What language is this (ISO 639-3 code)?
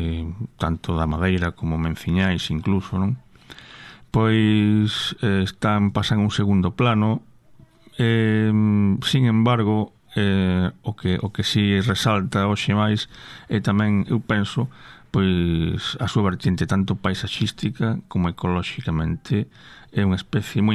glg